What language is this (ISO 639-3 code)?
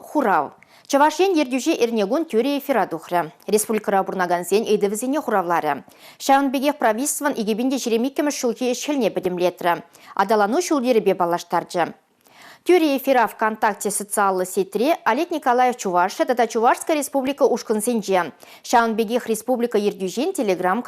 chv